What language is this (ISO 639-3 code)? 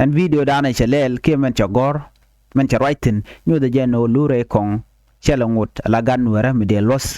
nus